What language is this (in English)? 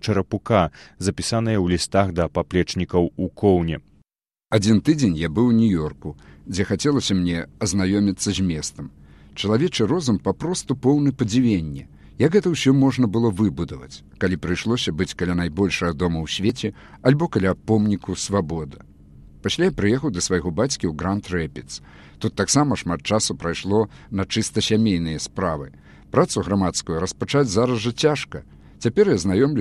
Belarusian